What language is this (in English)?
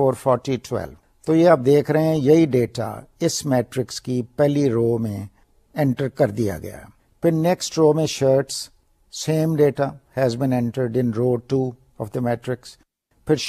Urdu